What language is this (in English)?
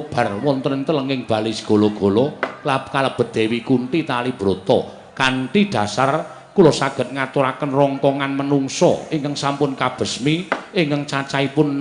Javanese